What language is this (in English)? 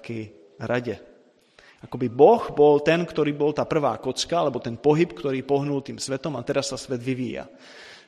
Slovak